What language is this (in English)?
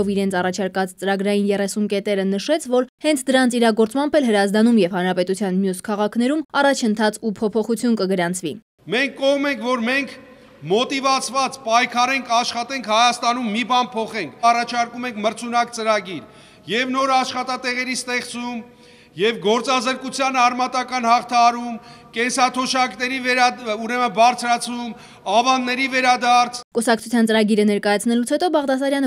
Armenian